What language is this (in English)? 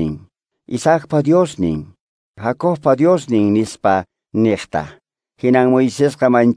Quechua